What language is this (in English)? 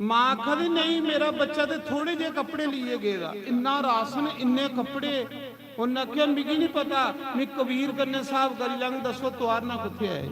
Dogri